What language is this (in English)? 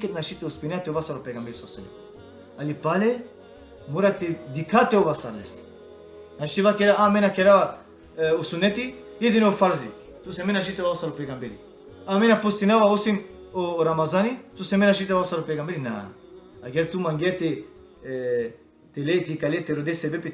Balkan Romani